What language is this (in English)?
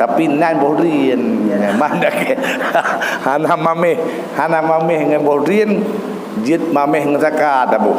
Achinese